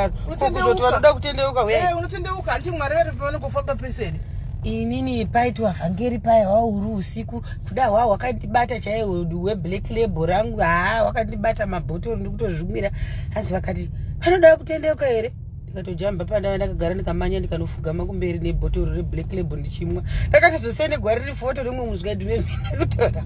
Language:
Shona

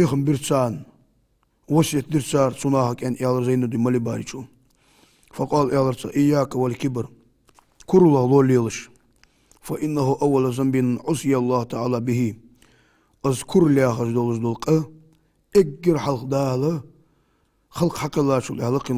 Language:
Ingush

